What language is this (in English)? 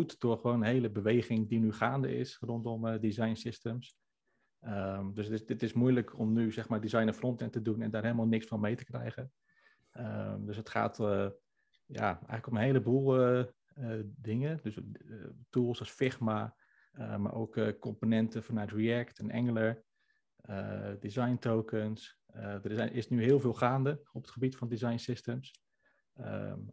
Dutch